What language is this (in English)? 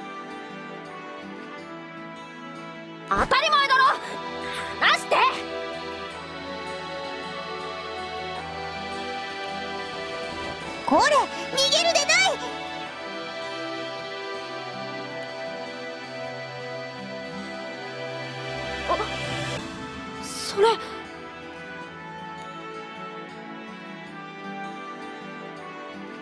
Japanese